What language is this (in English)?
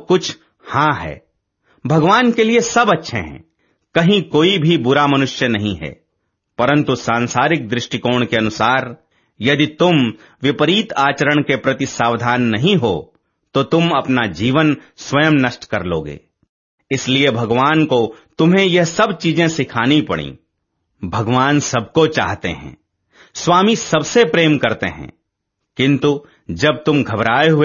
Hindi